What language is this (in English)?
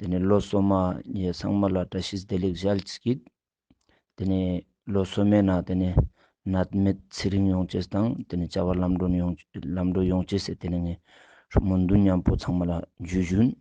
Ladakhi